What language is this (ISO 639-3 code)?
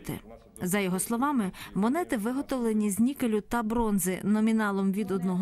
ukr